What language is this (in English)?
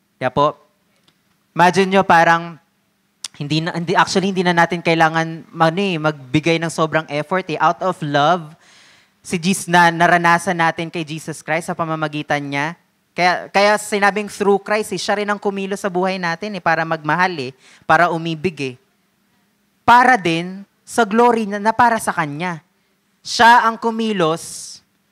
Filipino